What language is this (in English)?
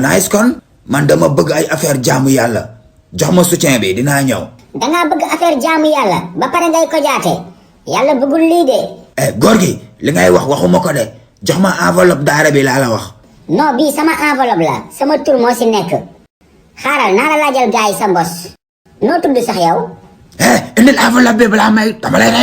Wolof